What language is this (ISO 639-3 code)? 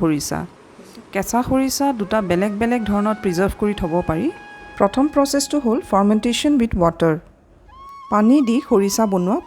asm